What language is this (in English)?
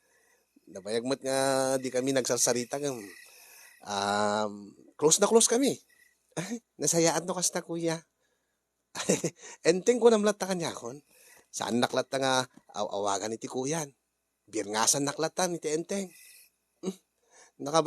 Iloko